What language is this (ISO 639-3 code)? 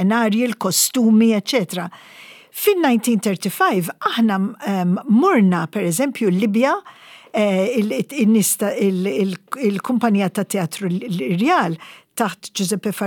mlt